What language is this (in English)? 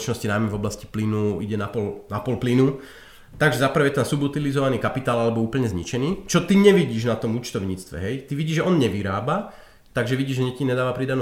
Slovak